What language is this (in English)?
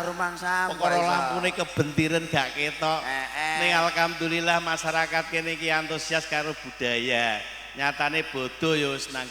Javanese